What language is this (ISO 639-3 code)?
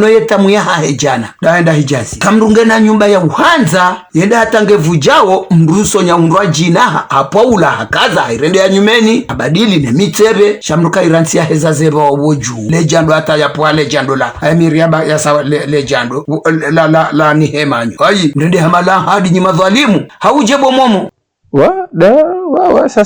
zdj